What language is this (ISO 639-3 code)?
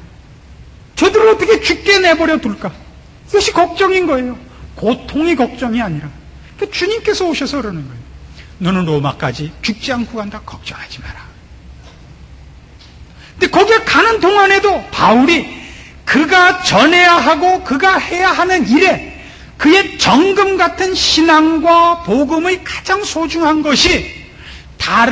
kor